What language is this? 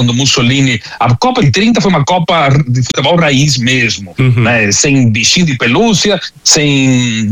Portuguese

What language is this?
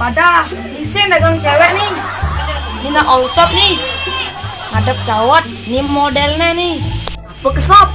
Balinese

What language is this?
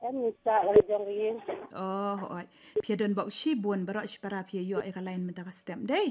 Khasi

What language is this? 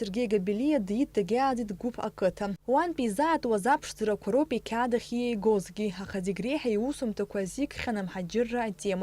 Abkhazian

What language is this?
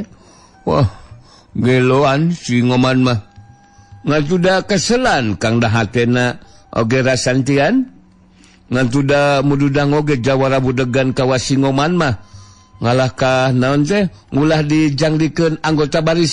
Sundanese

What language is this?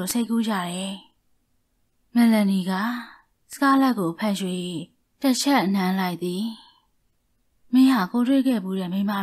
Burmese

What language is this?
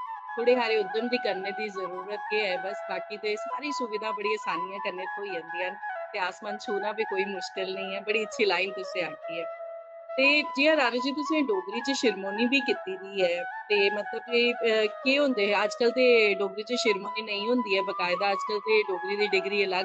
Dogri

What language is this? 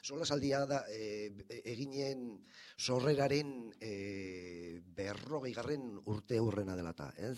Basque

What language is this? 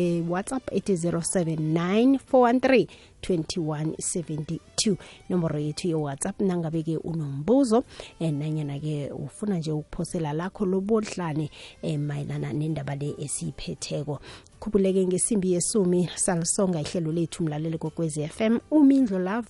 South Ndebele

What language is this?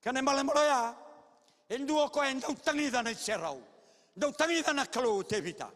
Fijian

